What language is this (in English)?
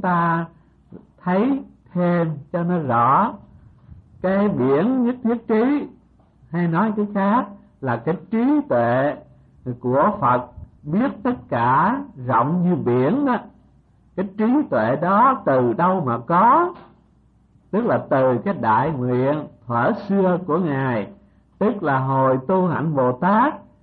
Vietnamese